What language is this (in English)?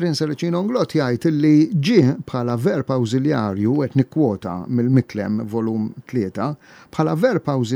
Maltese